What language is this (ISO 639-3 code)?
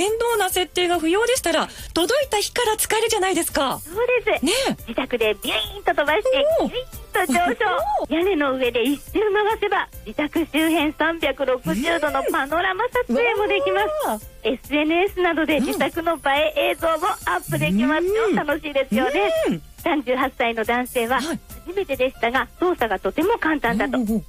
jpn